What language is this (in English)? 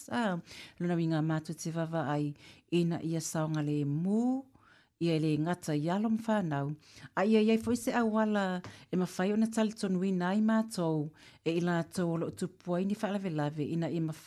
Samoan